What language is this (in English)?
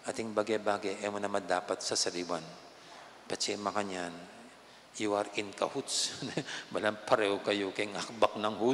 Pampanga